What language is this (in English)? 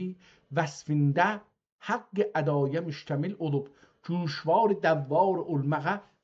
South Azerbaijani